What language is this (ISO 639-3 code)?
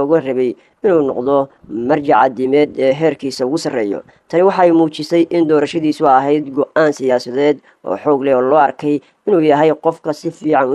som